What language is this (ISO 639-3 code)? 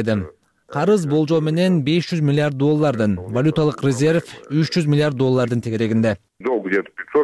kir